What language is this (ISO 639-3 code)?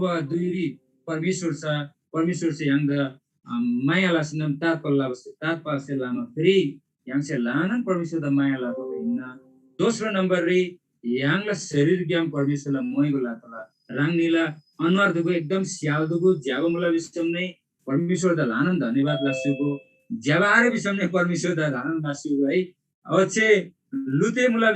taj